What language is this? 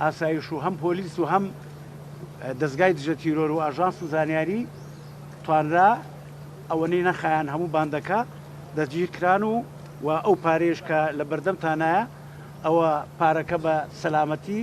Central Kurdish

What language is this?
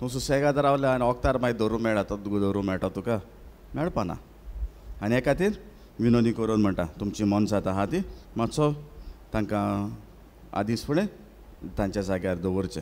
Konkani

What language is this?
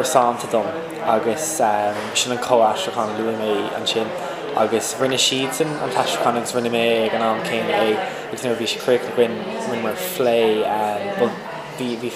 Irish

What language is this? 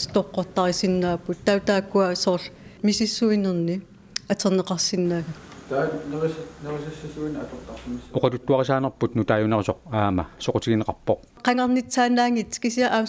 Kalaallisut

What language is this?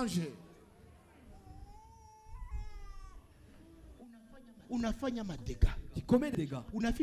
Swahili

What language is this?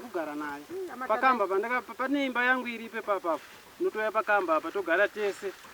Shona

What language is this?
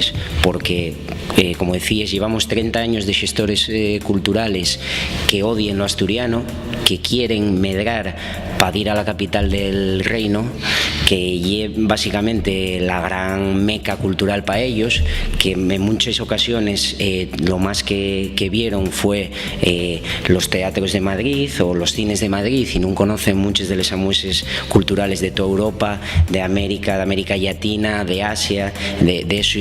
Asturian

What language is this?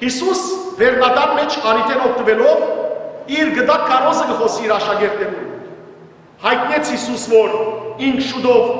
Western Armenian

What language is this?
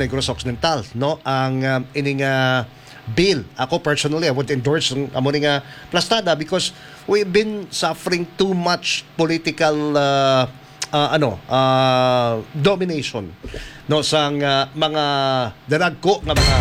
Hiligaynon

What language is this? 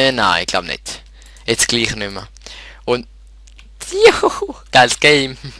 Swiss German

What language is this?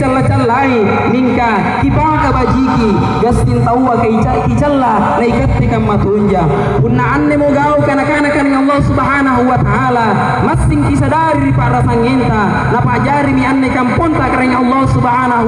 Makasar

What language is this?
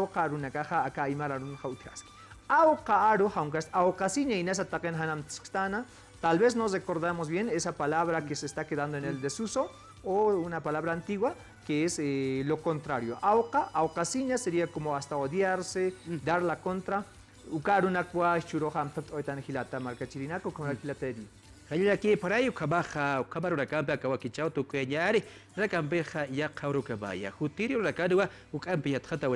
Aymara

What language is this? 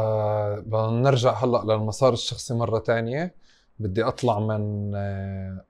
North Levantine Arabic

